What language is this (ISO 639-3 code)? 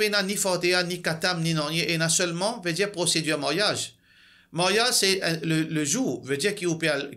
mfe